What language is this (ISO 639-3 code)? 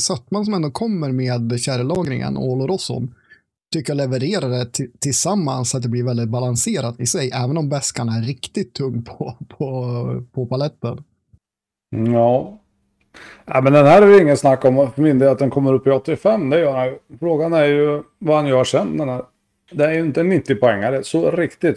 swe